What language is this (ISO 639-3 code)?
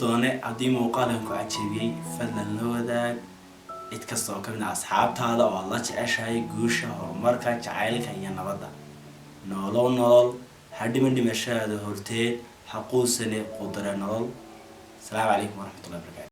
som